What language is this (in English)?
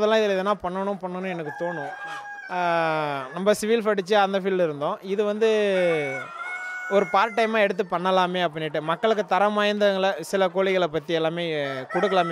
Tamil